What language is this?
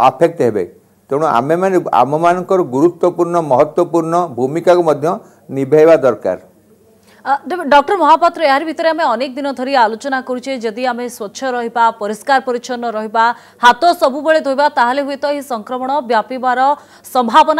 Odia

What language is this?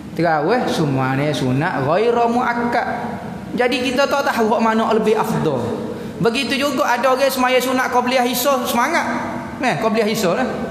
Malay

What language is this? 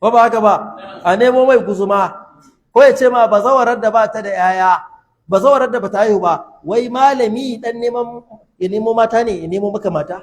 Hausa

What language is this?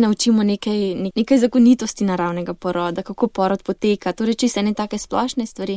Slovenian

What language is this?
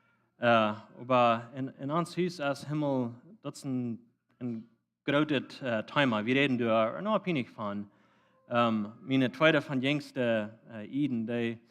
Plautdietsch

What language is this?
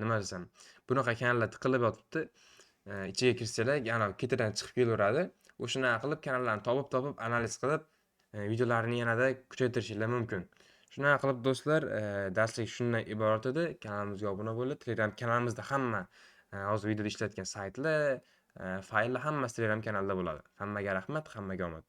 Uzbek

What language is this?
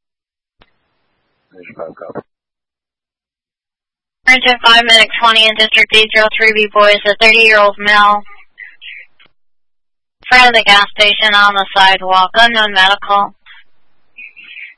English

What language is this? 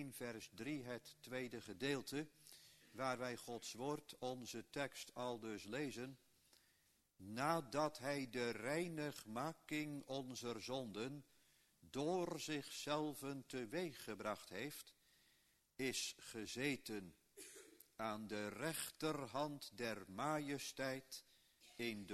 Dutch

